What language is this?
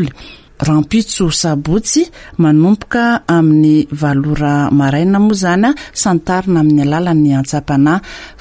Malagasy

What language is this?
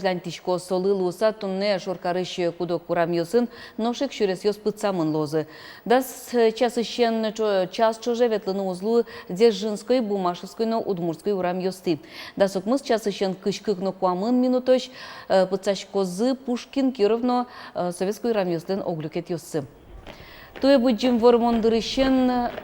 Udmurt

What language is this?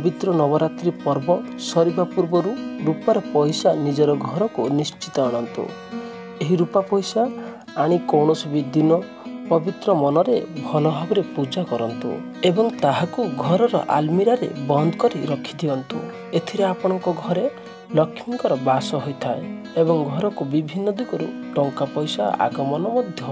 Odia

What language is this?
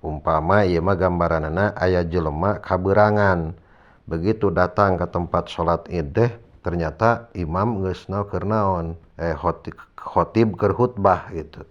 Sundanese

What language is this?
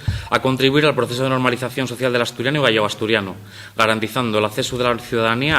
Asturian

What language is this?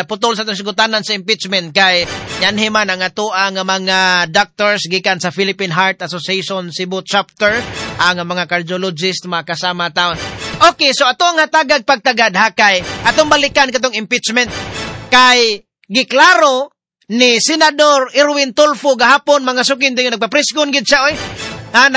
Cebuano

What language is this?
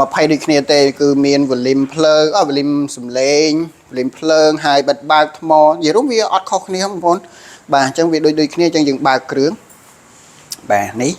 Khmer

